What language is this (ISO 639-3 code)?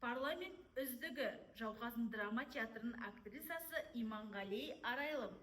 kaz